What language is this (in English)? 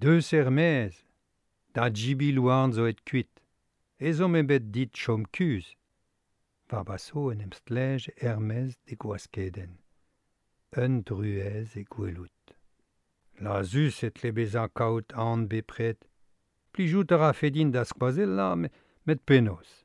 Breton